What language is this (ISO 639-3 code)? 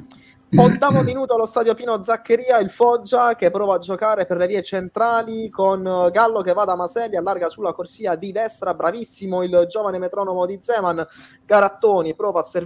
ita